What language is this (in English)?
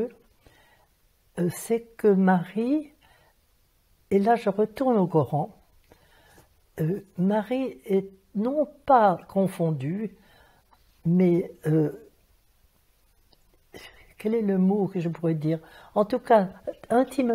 French